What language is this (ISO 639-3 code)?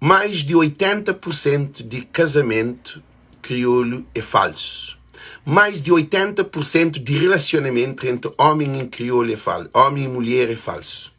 kea